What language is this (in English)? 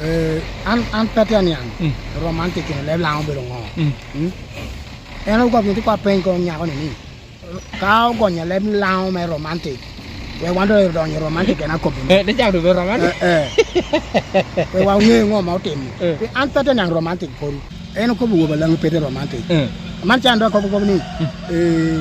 Lango (Uganda)